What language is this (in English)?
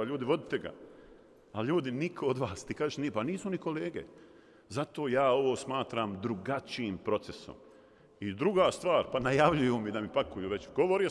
Bosnian